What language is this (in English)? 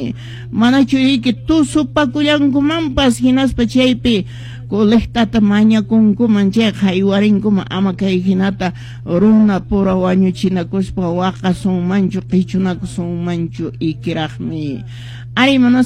Quechua